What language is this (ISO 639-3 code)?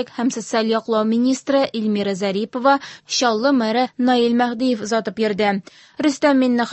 tat